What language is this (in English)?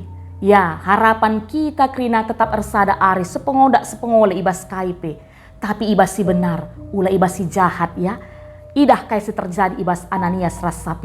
Batak Karo